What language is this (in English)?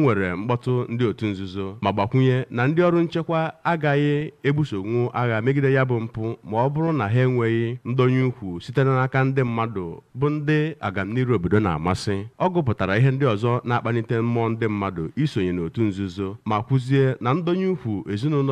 Igbo